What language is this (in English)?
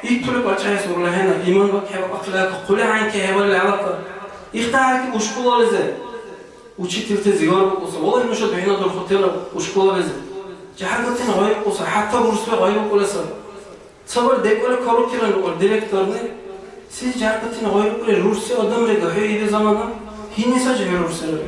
Dargwa